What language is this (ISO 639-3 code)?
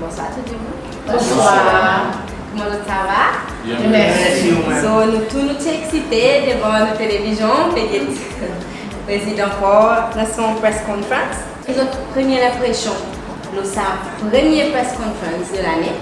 crs